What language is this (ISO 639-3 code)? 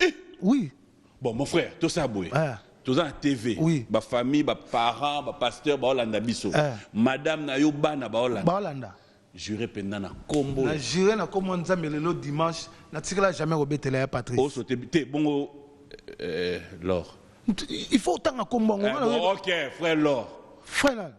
lin